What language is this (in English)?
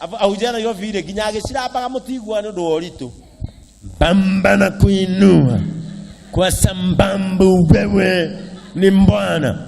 Kikuyu